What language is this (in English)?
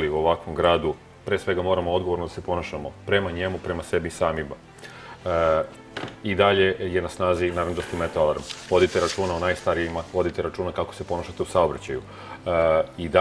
Serbian